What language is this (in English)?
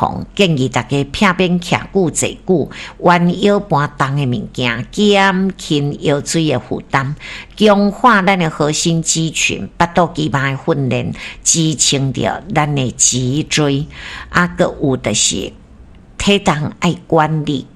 Min Nan Chinese